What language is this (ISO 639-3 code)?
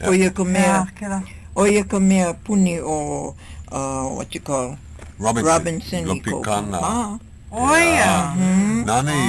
haw